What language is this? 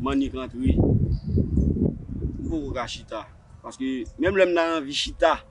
Haitian Creole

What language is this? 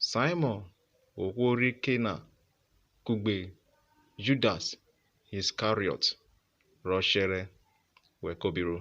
Urhobo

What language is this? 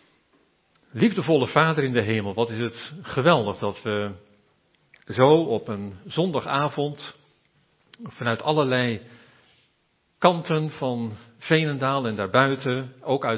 Dutch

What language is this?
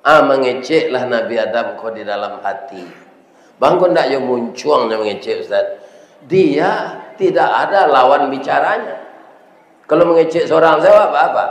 Minangkabau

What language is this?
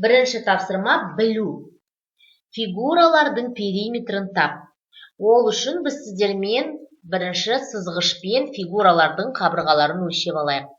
Kazakh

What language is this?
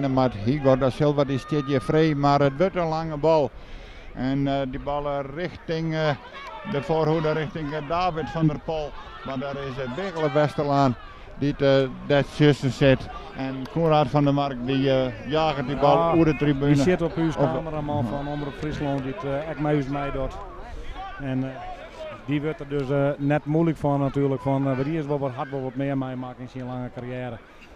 Western Frisian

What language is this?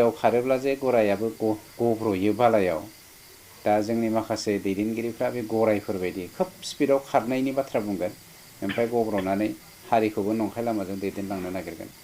Bodo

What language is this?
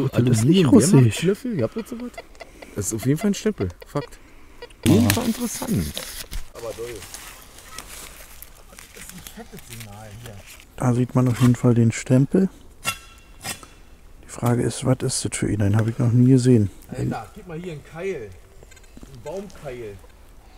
German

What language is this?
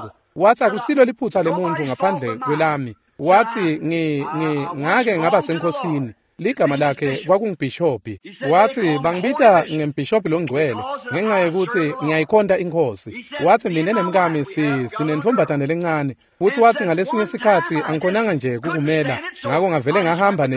Swati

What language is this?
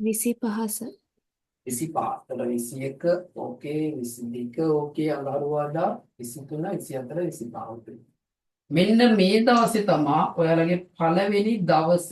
Sinhala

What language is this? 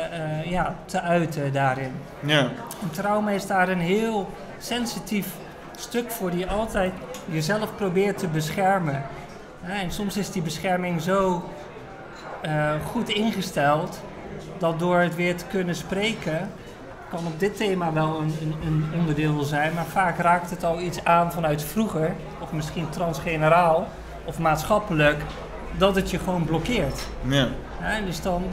Dutch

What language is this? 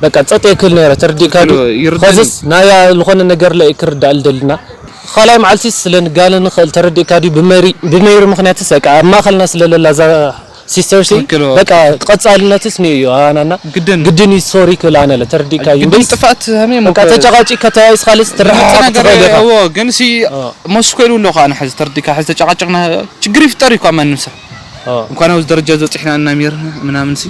Tigrinya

